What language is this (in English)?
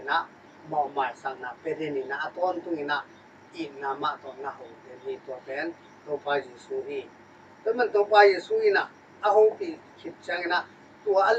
Tedim Chin